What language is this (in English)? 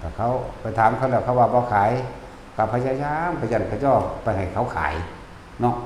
Northeastern Thai